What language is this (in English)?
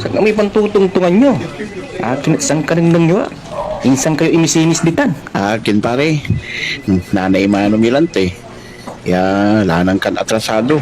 Pangasinan